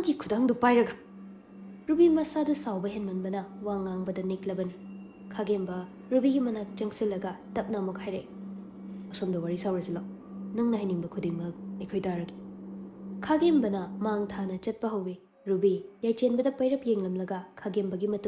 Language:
Manipuri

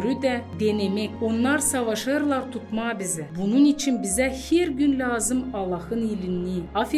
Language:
Gagauz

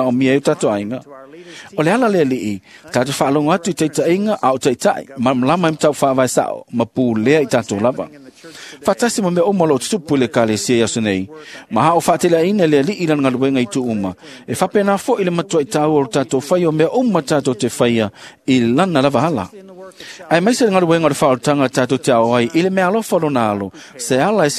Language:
Samoan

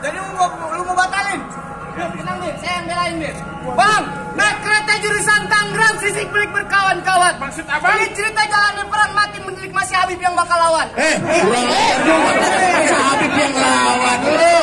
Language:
Betawi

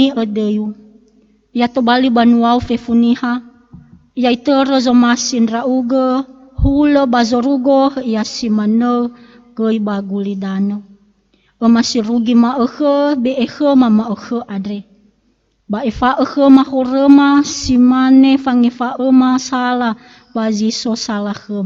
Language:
Nias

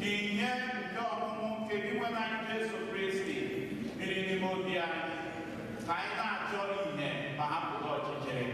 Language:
Igbo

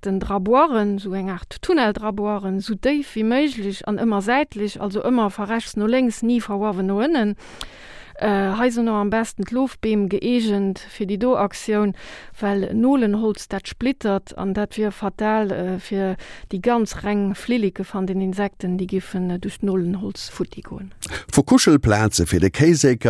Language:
Luxembourgish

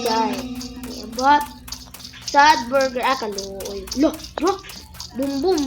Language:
Cebuano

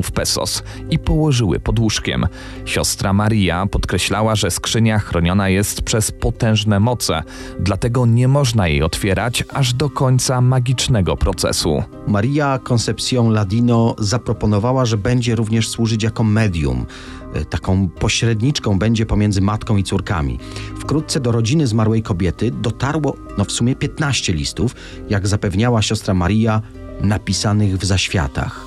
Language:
Polish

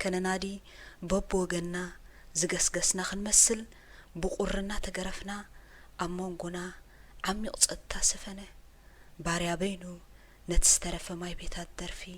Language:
Tigrinya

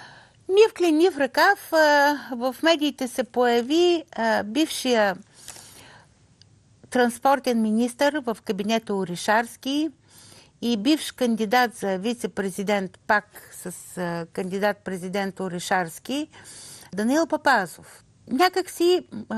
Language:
Bulgarian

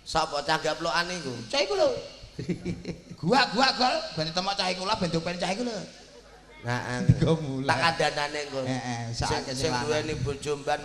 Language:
Javanese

